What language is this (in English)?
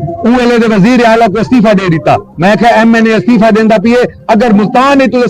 Saraiki